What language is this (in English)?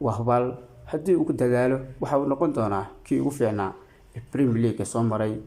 Somali